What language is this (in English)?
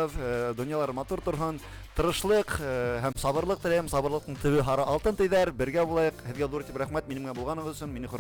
Bashkir